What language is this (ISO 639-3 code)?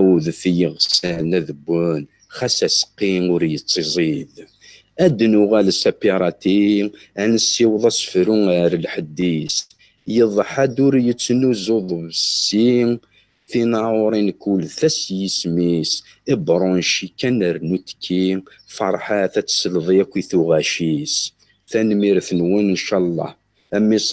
kab